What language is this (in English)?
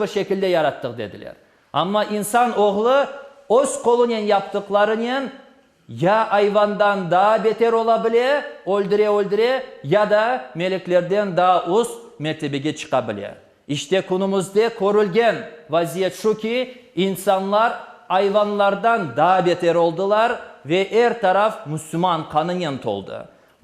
Crimean Tatar